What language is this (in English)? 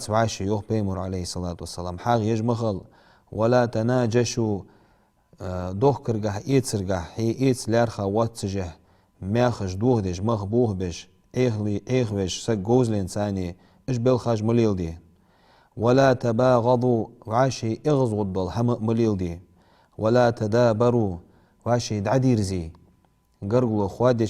Ingush